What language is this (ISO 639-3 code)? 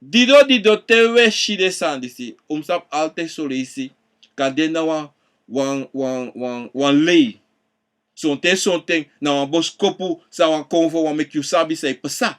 srn